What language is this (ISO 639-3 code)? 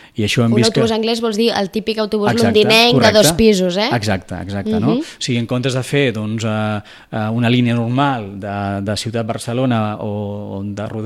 cat